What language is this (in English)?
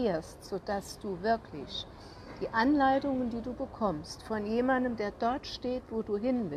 German